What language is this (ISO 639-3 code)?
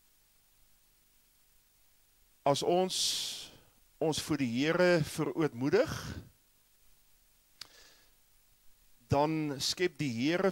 afr